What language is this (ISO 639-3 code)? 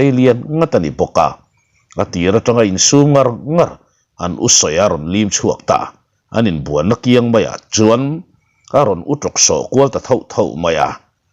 lus